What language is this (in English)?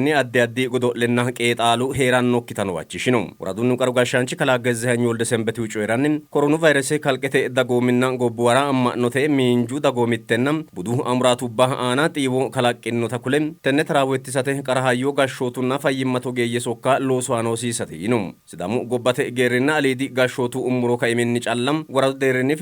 Sidamo